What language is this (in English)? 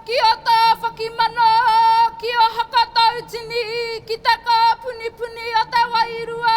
Māori